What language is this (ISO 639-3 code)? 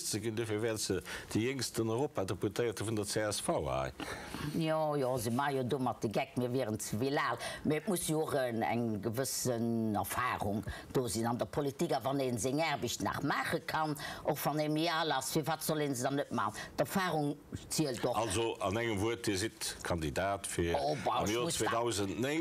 ltz